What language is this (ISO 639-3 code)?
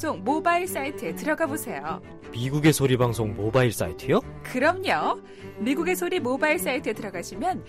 kor